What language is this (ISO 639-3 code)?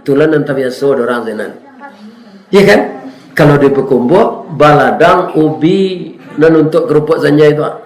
min